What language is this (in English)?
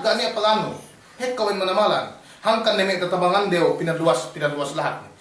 Yakan